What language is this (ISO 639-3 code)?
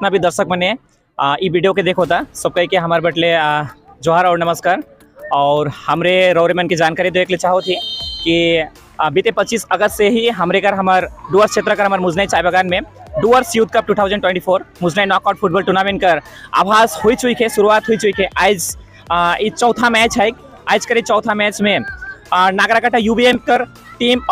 sck